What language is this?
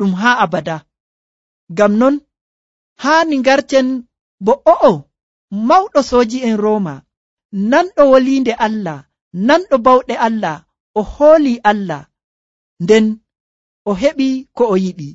Nigerian Fulfulde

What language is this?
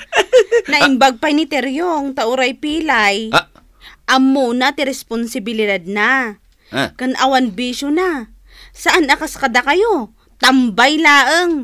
Iloko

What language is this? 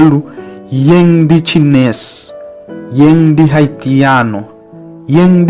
Papiamento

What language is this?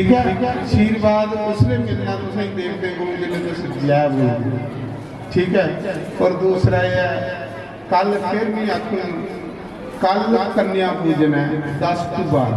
Dogri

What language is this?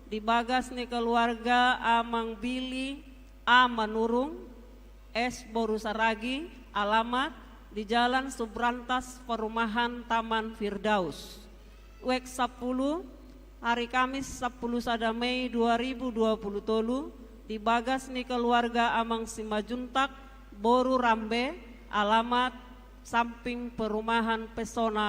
Batak Toba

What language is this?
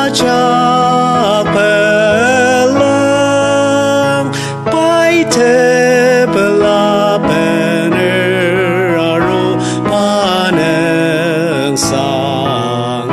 Ao Naga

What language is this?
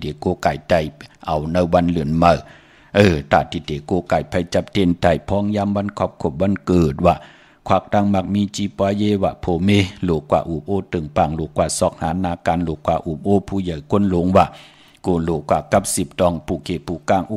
Shan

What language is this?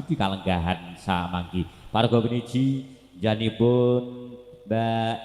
Javanese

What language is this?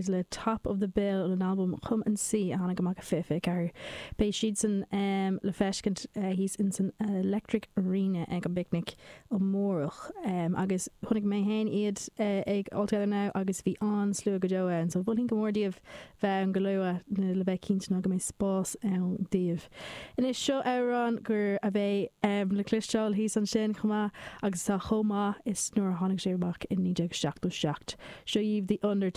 Irish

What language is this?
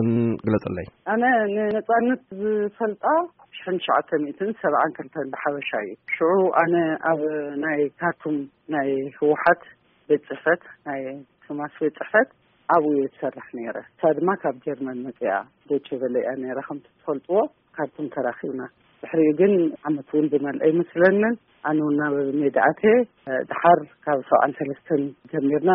Tigrinya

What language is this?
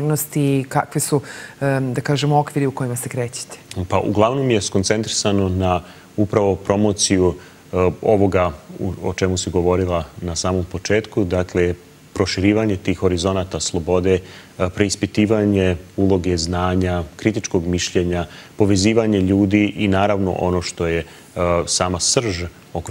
Serbian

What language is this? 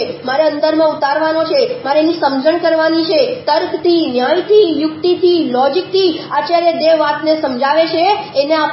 Gujarati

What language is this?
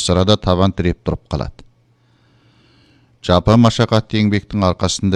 Kazakh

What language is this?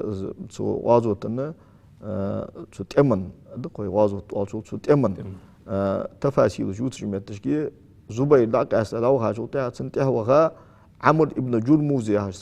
Ingush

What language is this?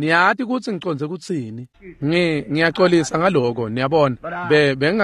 Swati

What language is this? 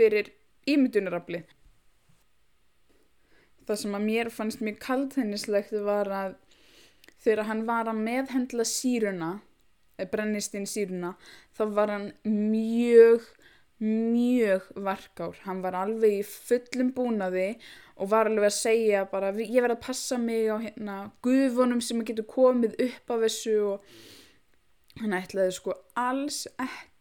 Icelandic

